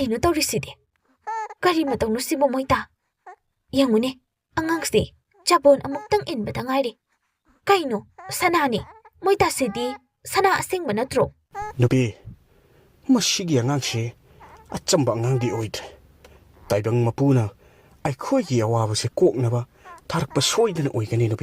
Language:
Manipuri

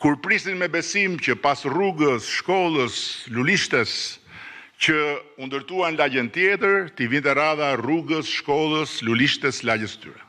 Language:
Albanian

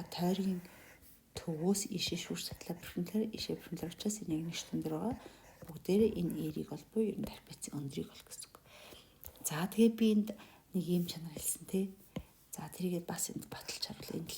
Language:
Mongolian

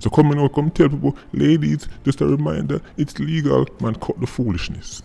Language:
Jamaican Creole English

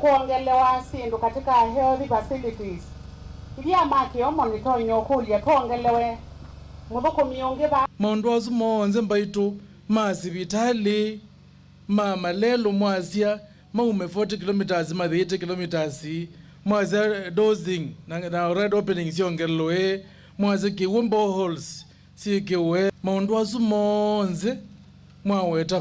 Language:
Kamba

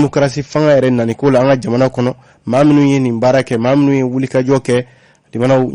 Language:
Bambara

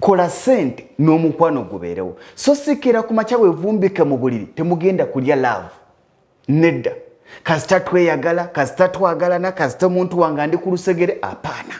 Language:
Ganda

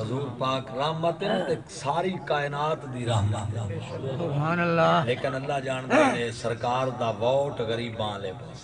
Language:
Saraiki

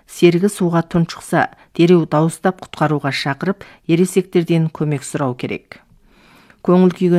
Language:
Kazakh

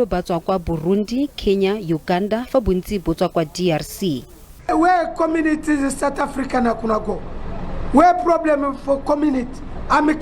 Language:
Tswana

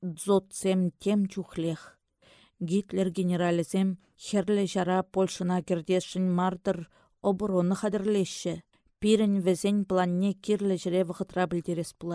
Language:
Chuvash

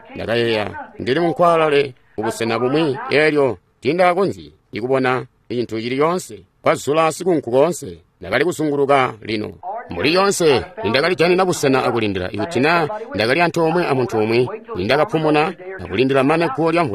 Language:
Tonga (Zambia)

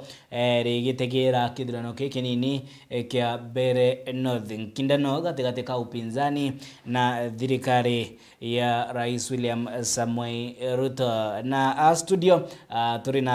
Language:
Meru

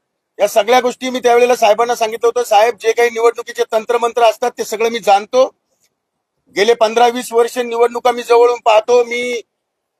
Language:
Marathi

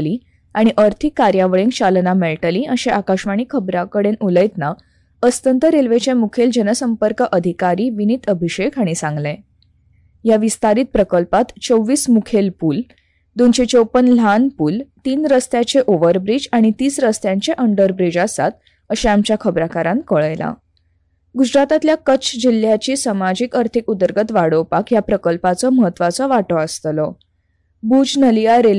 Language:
Konkani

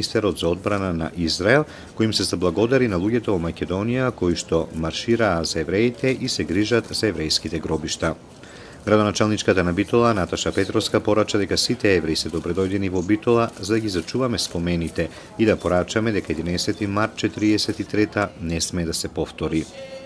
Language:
Macedonian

